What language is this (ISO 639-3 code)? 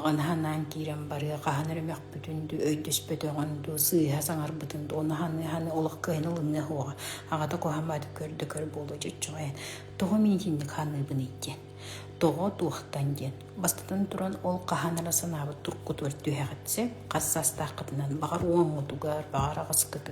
sah